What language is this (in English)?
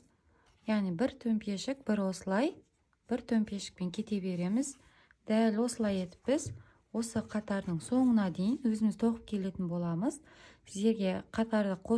Kazakh